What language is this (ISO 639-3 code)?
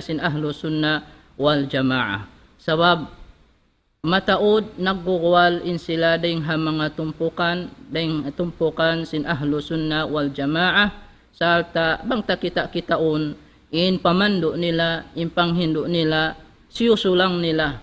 tsg